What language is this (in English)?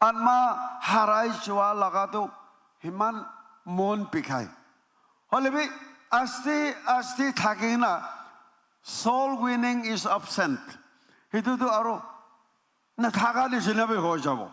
Naga Pidgin